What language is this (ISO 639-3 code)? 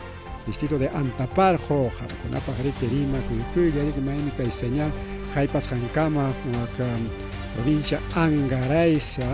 quy